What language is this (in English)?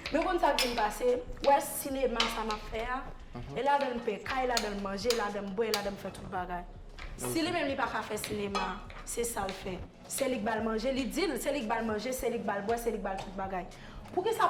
Haitian Creole